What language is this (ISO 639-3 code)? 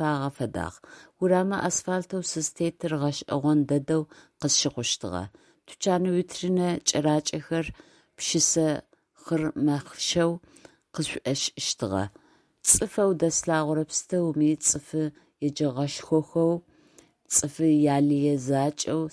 ady